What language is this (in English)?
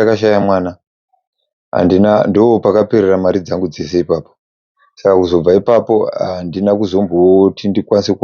Shona